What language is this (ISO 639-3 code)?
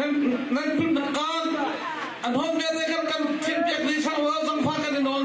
cnh